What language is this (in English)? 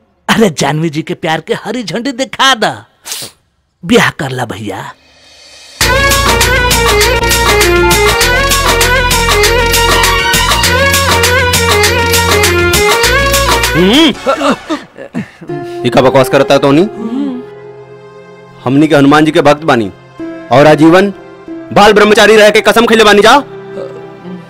Bhojpuri